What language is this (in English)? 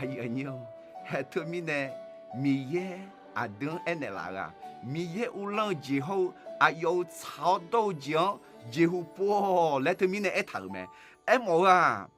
Akha